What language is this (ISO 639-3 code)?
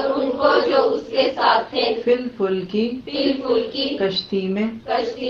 urd